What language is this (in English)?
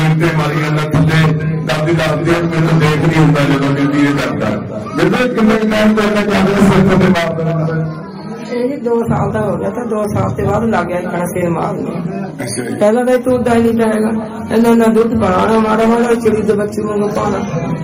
Punjabi